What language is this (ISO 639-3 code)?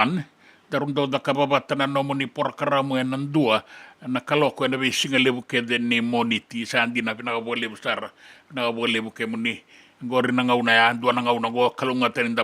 fij